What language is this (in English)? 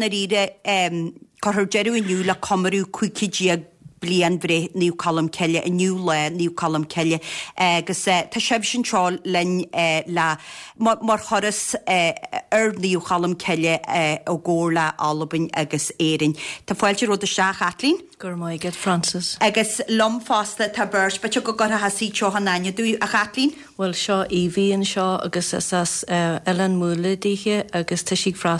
Irish